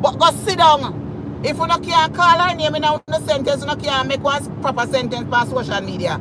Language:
Jamaican Creole English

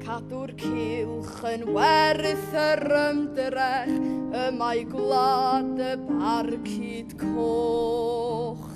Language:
Welsh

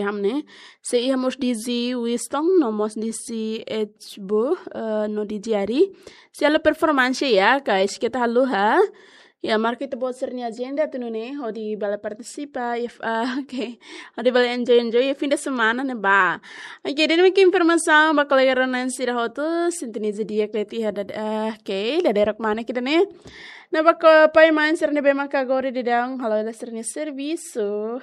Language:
Tetum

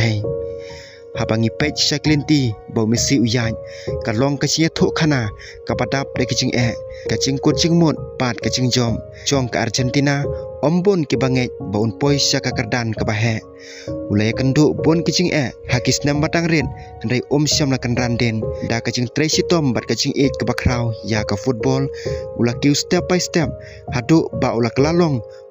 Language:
Khasi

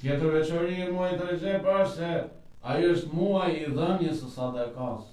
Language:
Albanian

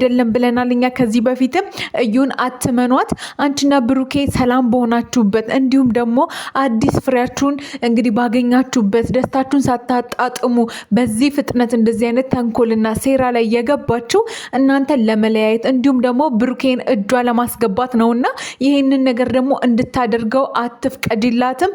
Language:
Amharic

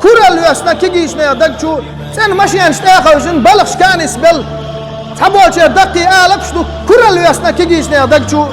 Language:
Chechen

